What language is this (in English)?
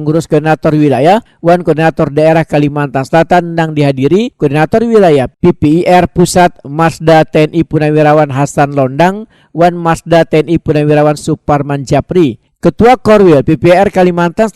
Banjar